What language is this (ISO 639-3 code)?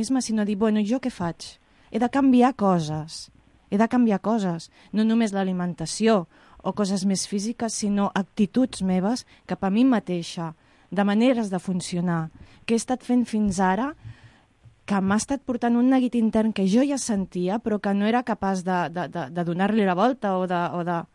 cat